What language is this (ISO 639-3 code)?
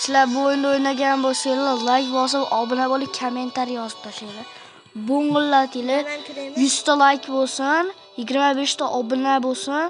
uzb